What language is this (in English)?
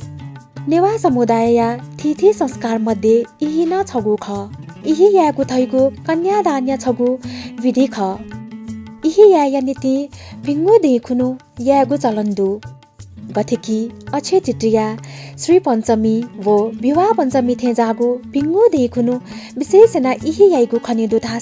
Newari